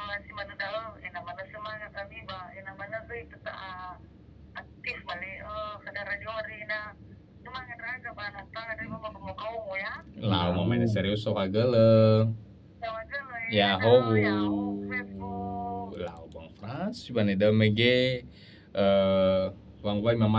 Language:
Nias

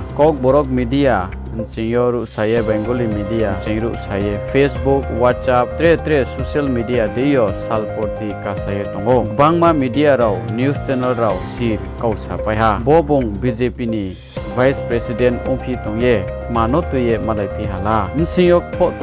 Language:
Riang (India)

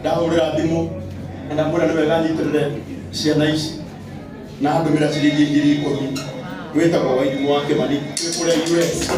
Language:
Kikuyu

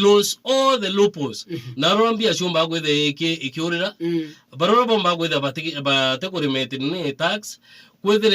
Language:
Meru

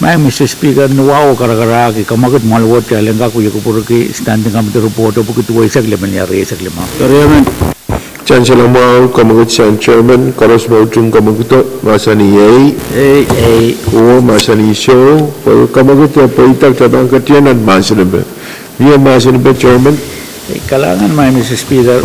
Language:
Pohnpeian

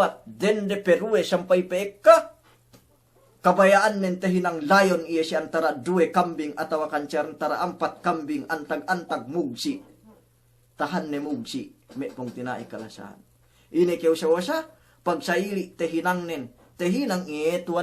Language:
Yakan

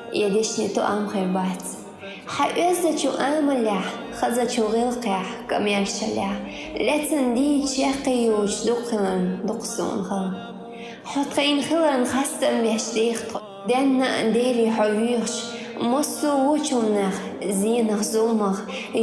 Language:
Chechen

